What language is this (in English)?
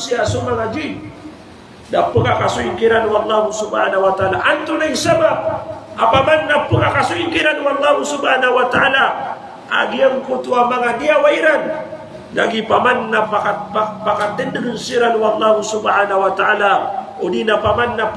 Maranao